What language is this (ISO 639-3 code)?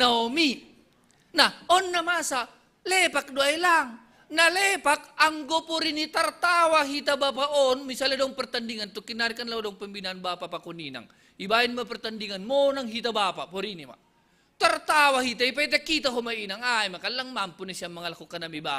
bts